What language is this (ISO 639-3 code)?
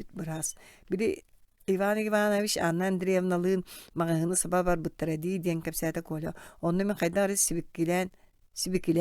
sah